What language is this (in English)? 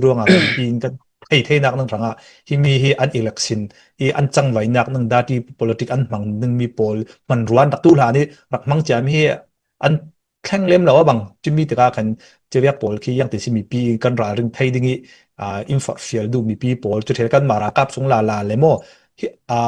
Falam Chin